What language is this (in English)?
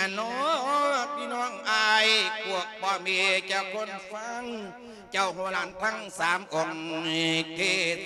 Lao